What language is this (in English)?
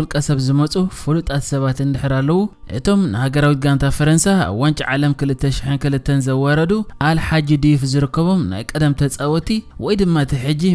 Tigrinya